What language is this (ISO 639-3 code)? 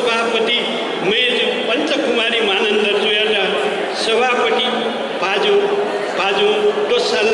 new